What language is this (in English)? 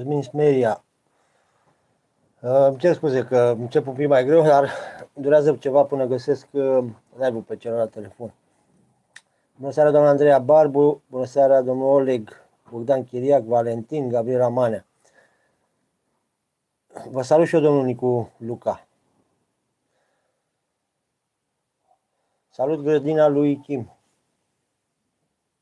Romanian